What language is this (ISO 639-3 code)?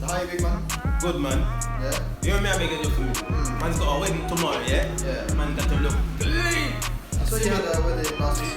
jam